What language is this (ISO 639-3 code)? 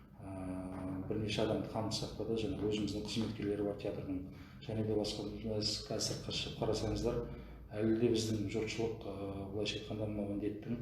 kaz